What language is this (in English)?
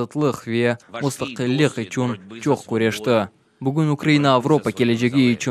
Crimean Tatar